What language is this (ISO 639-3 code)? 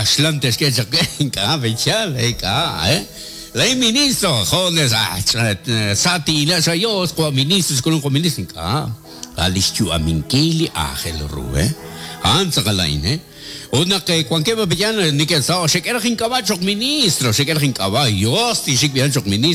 kek